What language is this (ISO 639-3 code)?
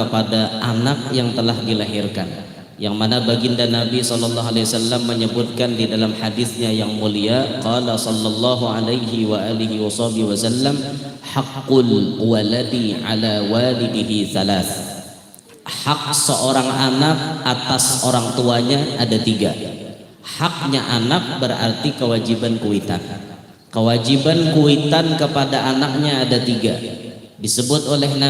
bjn